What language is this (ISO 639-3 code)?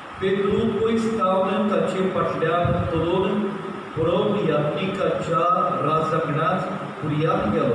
kok